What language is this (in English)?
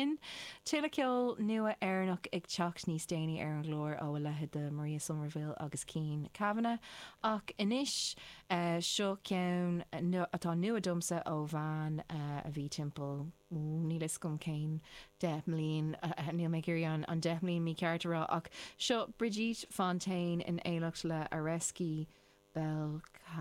Irish